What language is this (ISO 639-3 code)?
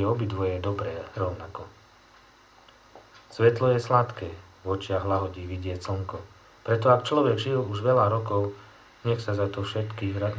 slk